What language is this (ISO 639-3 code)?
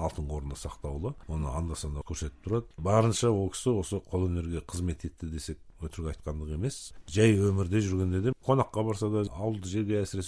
kaz